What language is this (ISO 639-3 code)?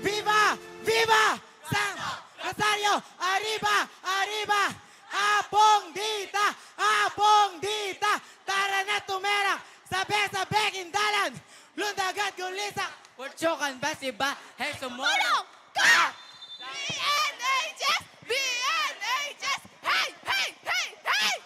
pam